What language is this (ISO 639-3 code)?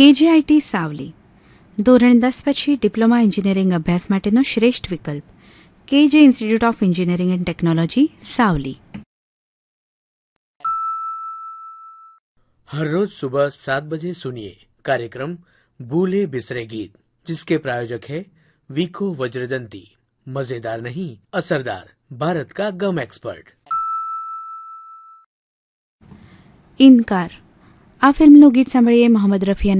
guj